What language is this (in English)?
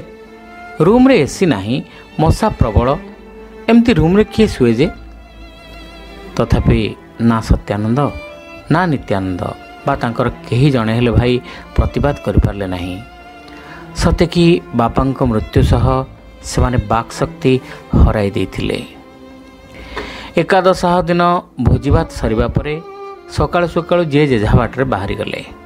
Odia